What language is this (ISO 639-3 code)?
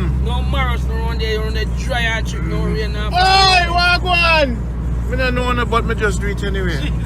jam